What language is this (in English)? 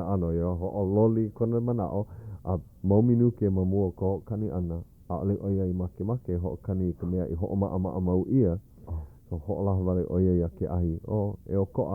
Hawaiian